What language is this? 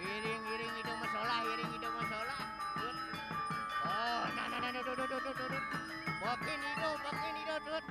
Balinese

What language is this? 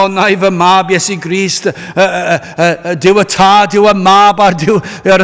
Welsh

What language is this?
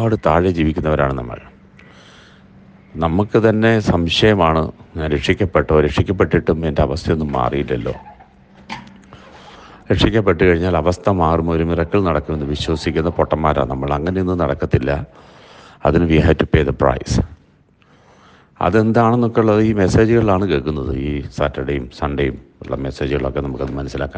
Malayalam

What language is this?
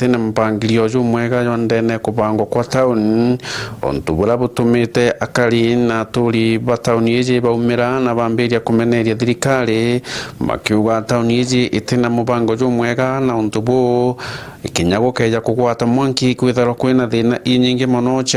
Meru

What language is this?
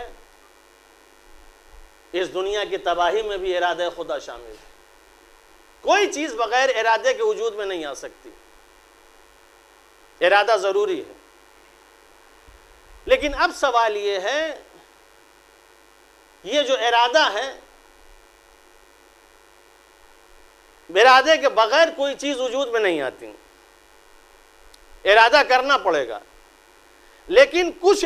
Urdu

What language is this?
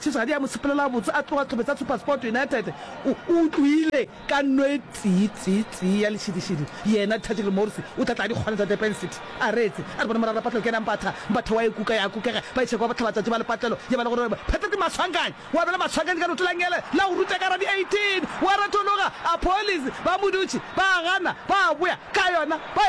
Northern Sotho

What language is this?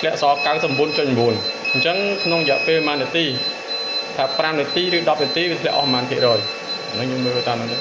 Khmer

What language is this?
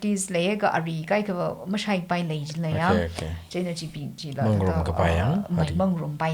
Tangkhul Naga (India)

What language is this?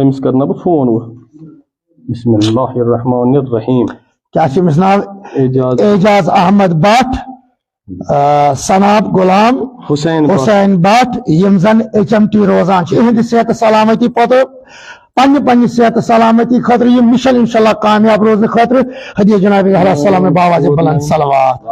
Kashmiri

